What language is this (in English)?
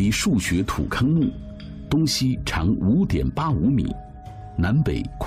Chinese